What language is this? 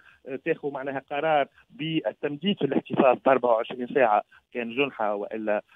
Tunisian Arabic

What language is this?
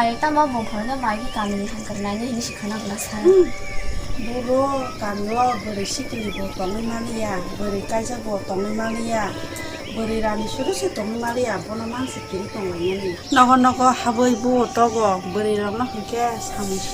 Kok Borok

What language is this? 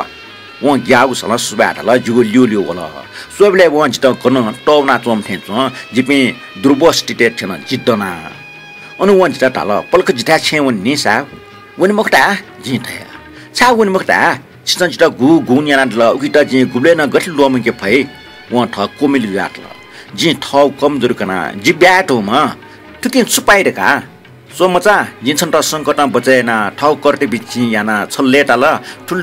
Newari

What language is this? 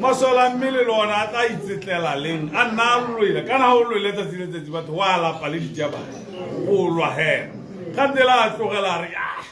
Tswana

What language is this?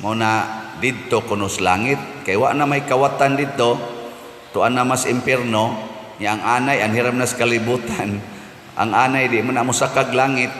Cebuano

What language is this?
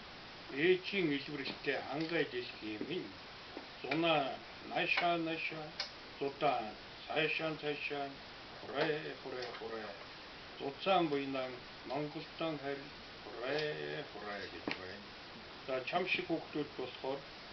Mongolian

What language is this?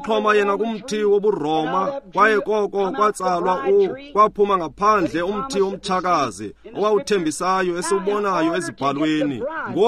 Xhosa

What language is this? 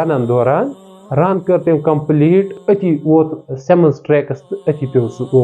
Kashmiri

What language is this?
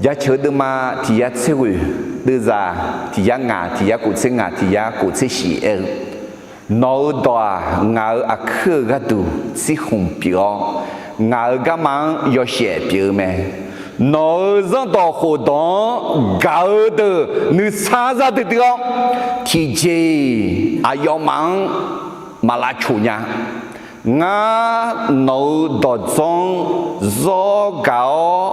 Akha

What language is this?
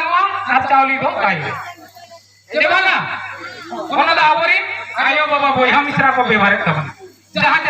Santali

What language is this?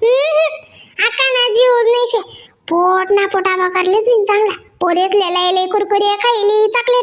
Khandesi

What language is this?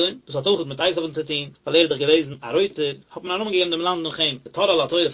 Yiddish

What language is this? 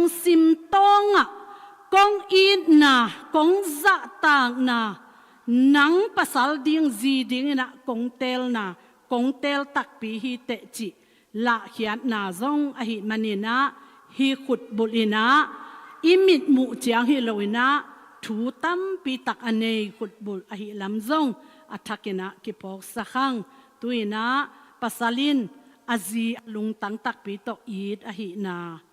Tedim Chin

